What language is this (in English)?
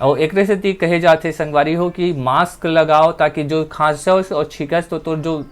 Chhattisgarhi